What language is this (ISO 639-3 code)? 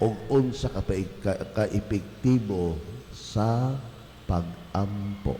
ceb